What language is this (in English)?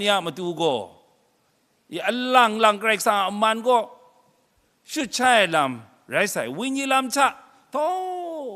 Kachin